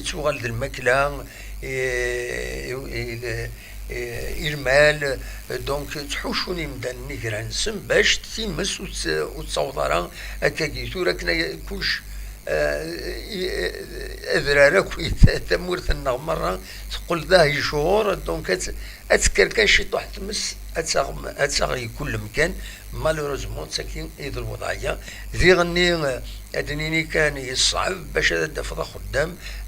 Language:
Kabyle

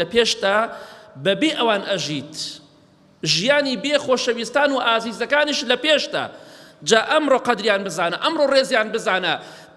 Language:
Central Kurdish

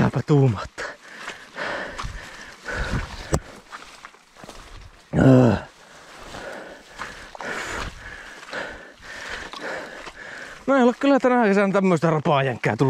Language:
Finnish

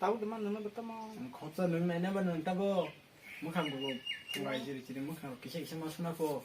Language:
Kok Borok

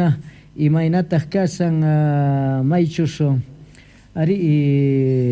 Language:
South Bolivian Quechua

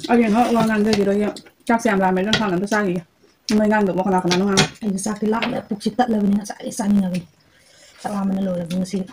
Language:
Manipuri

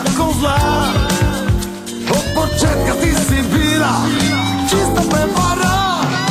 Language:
Croatian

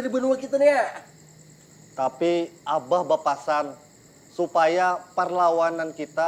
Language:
Banjar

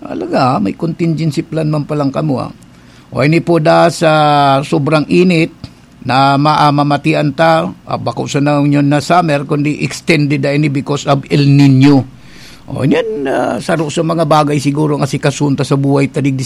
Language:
Bikol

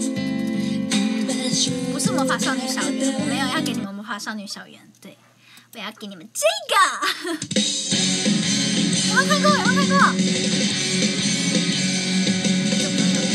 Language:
Chinese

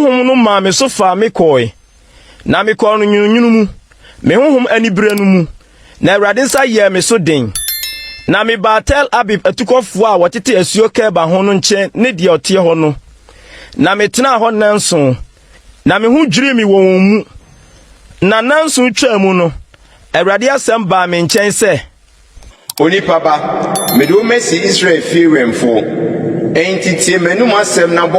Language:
Akan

